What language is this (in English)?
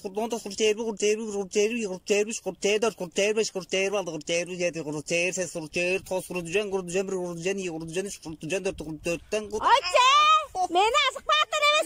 Tuvinian